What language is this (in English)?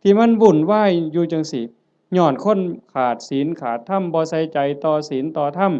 Northeastern Thai